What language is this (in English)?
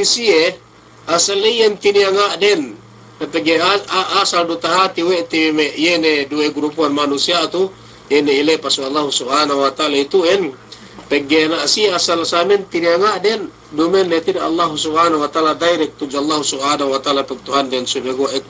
Yakan